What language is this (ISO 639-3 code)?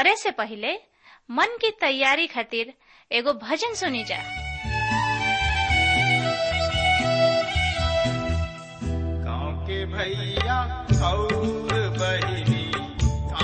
bho